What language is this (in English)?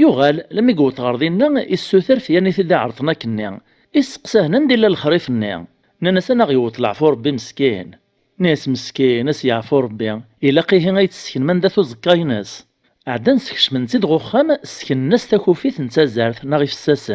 Kabyle